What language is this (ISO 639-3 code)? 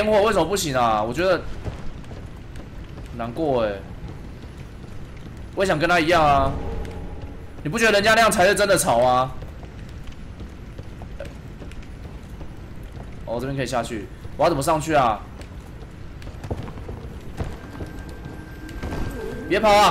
zho